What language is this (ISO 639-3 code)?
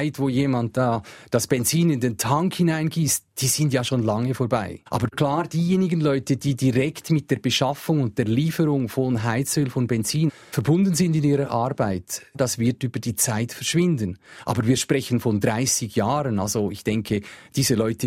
deu